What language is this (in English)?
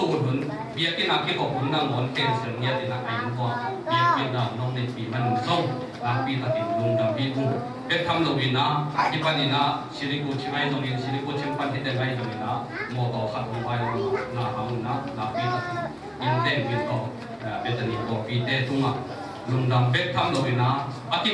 Tedim Chin